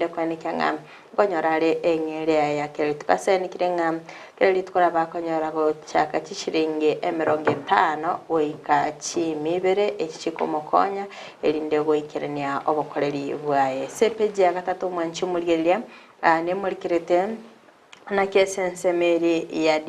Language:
Gusii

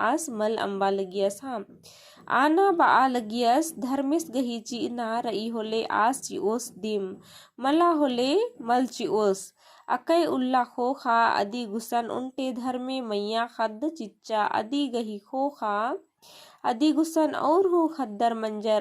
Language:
Kurukh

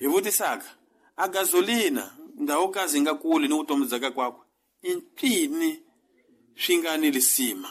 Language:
Tsonga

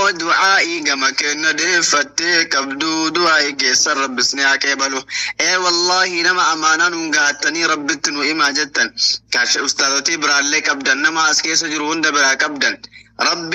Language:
Oromo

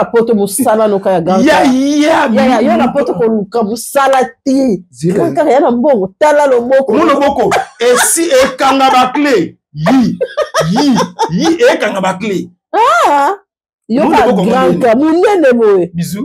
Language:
Lingala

